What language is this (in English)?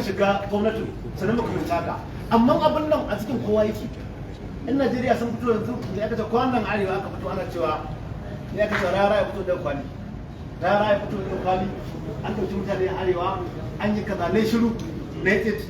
Hausa